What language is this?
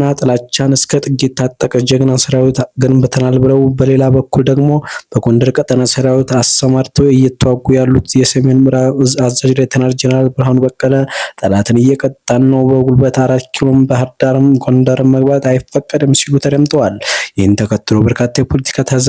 Amharic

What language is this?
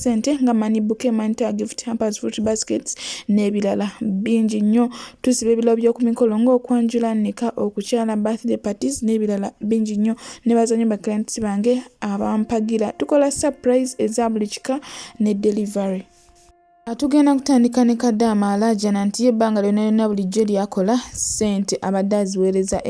Ganda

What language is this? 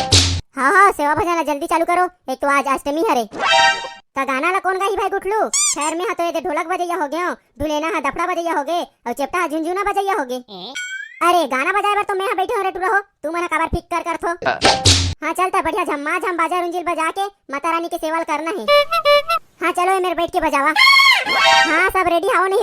Chhattisgarhi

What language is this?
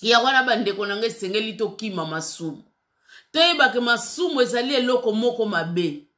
Lingala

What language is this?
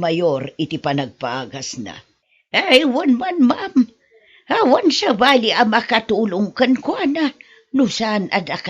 Iloko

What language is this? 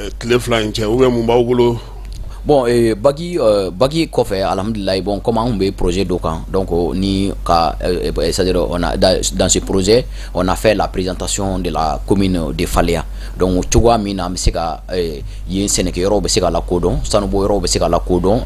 Bambara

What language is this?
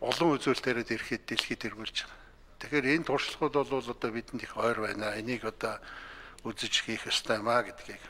Mongolian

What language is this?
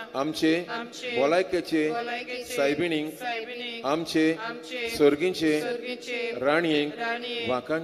Konkani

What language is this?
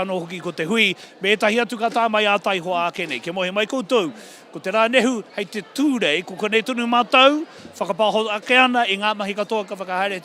Māori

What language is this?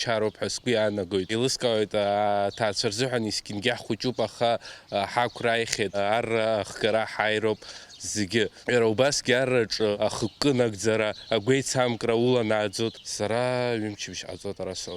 Abkhazian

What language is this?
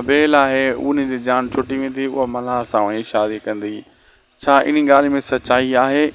Sindhi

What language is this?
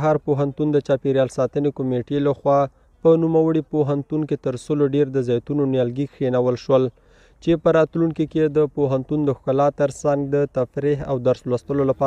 Pashto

